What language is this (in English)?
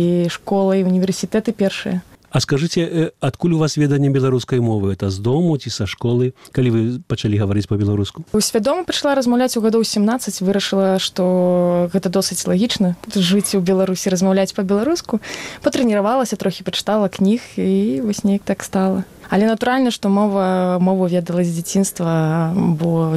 Belarusian